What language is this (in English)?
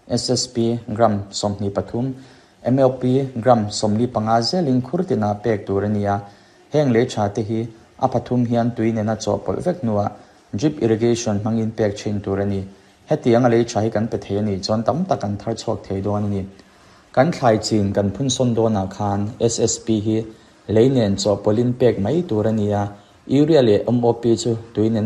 Mizo